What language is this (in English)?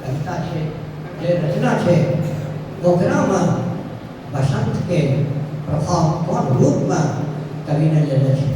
Angika